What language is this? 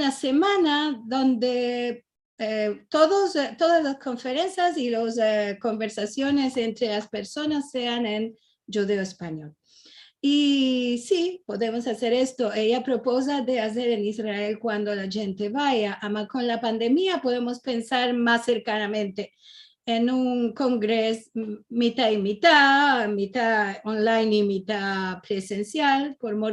Ladino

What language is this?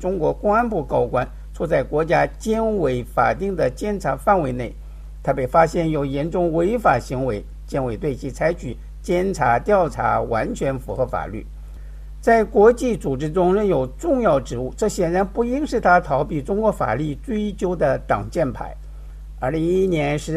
Chinese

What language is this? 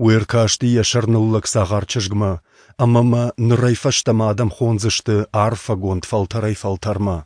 Ossetic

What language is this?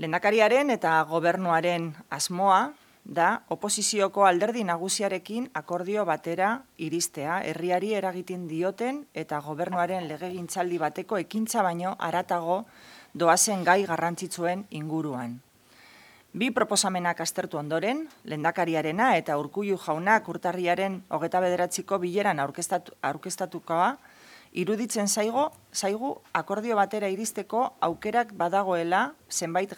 Basque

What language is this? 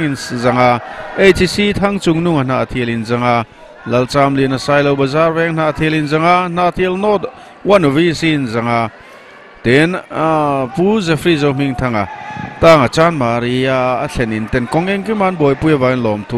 Mizo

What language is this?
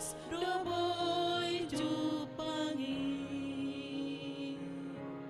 Batak Toba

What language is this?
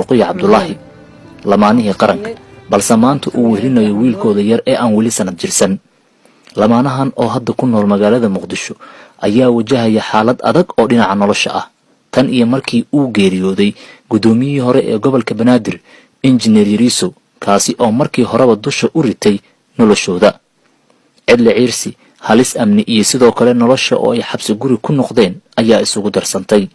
Somali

